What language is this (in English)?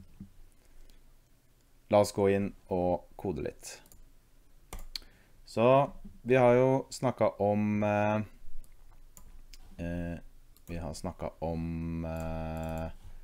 Norwegian